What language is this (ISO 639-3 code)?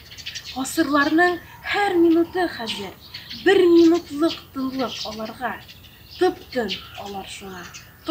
tat